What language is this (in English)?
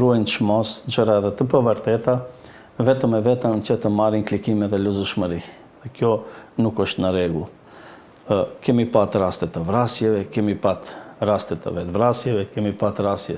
Albanian